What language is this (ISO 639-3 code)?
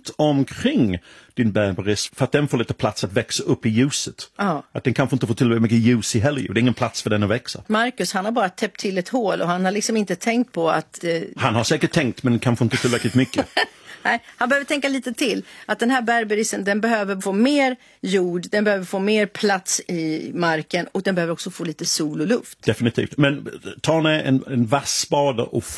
swe